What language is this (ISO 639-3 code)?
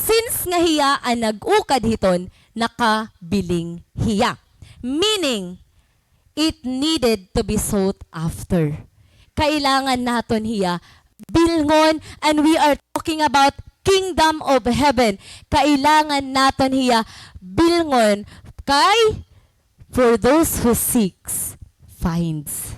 war